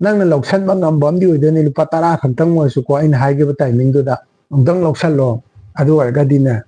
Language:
Manipuri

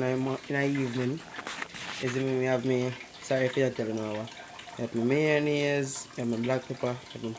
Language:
Jamaican Creole English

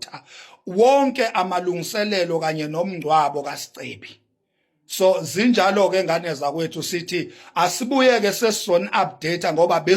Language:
Zulu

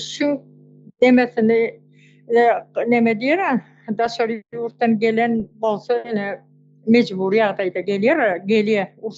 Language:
Turkmen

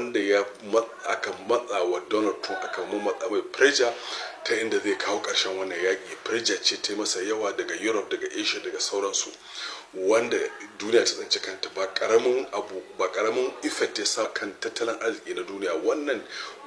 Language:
Hausa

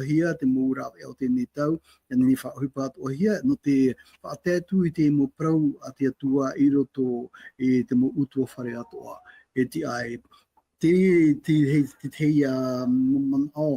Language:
Tahitian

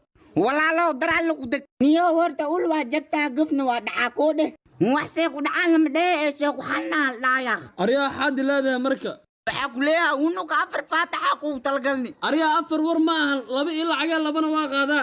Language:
Somali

